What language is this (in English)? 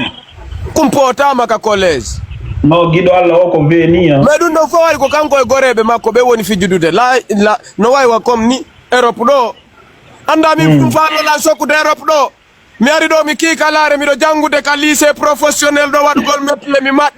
Fula